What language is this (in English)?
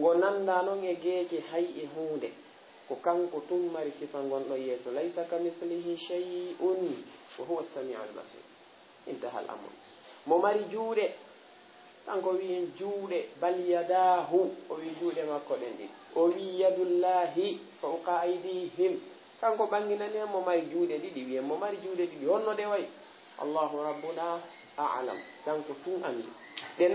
Fula